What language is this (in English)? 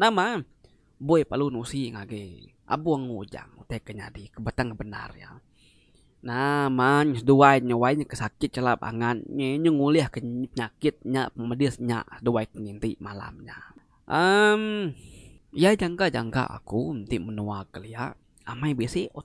Iban